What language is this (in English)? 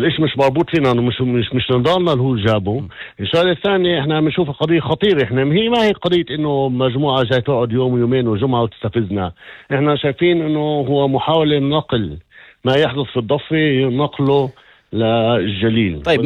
North Levantine Arabic